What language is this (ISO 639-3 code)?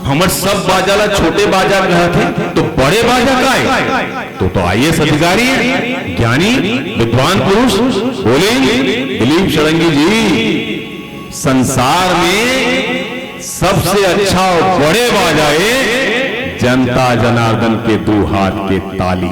hne